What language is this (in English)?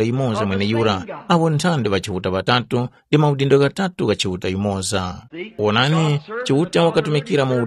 Tumbuka